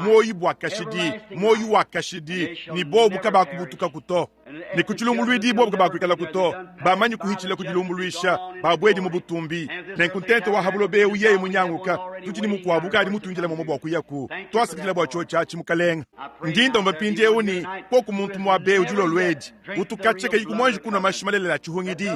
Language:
Luba-Lulua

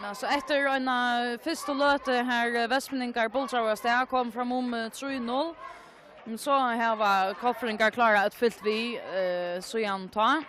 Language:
Faroese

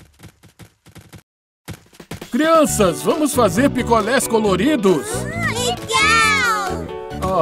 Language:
Portuguese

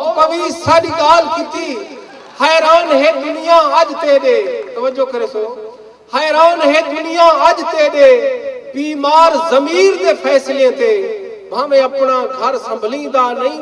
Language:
Saraiki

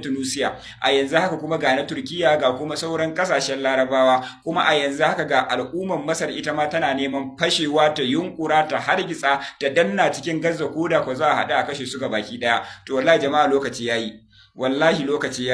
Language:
Hausa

